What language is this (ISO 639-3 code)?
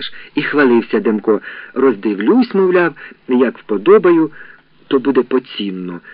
ukr